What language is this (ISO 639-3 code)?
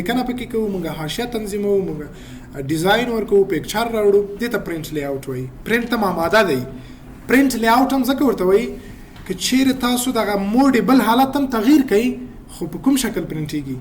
pus